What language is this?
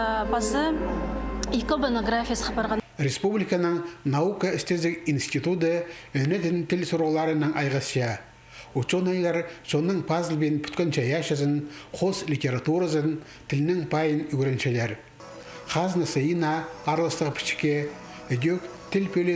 Khakas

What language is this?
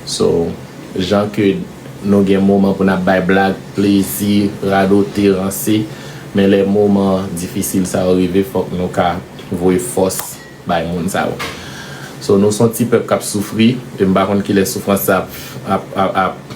Haitian Creole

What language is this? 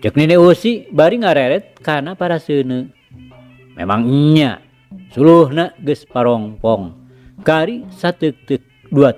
Sundanese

